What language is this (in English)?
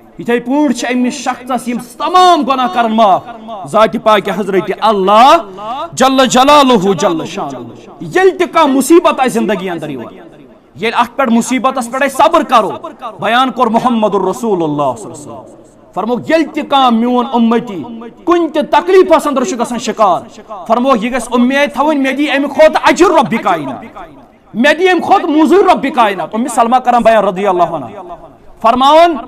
Kashmiri